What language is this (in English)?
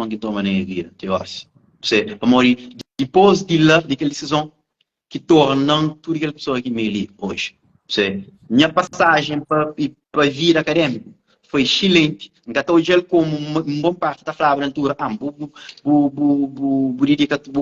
Kabuverdianu